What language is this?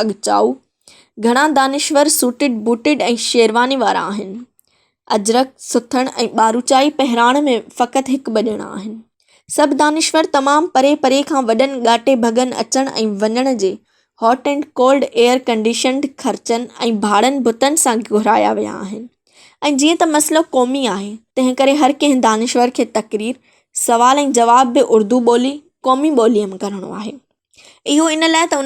Sindhi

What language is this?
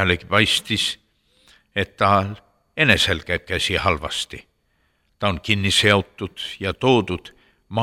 Estonian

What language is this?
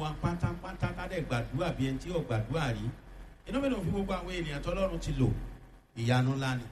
Yoruba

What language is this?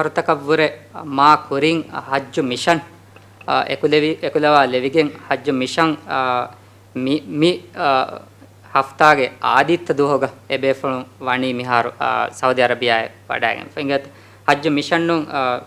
Divehi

